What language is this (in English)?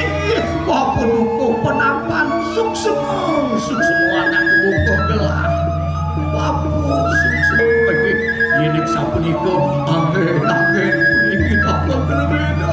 Balinese